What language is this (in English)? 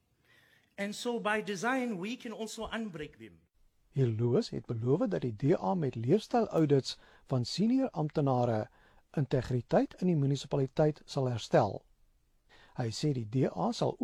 Afrikaans